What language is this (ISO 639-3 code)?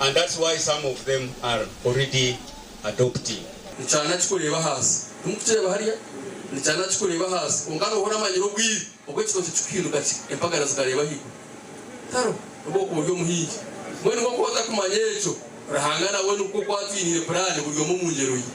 nyn